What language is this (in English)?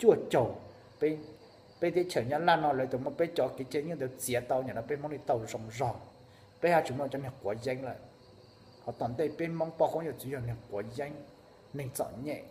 Hmong